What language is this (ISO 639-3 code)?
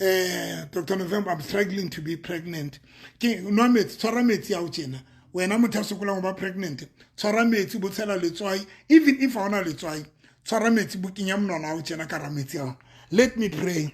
sot